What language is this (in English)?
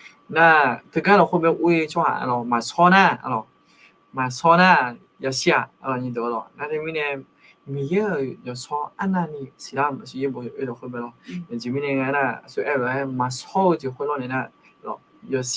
Akha